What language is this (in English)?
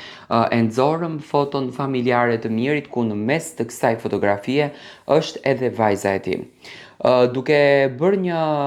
Albanian